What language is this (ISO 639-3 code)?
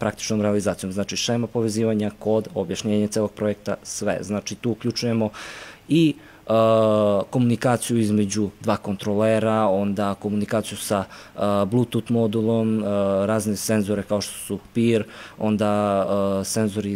srp